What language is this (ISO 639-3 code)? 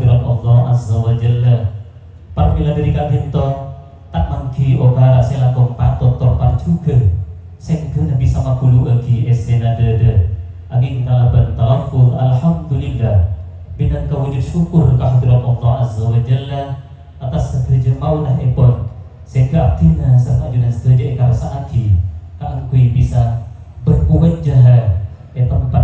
mad